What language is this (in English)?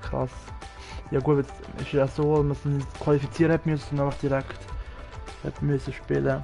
Swiss German